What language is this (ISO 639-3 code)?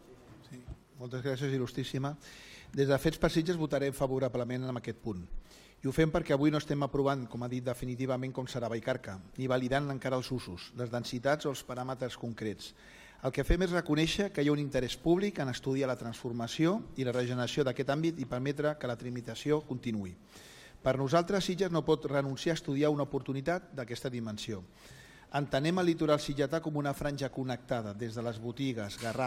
cat